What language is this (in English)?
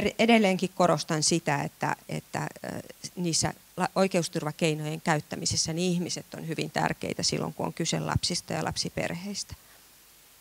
Finnish